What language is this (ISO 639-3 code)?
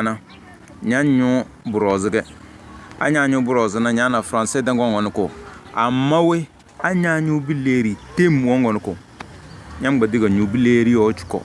kdh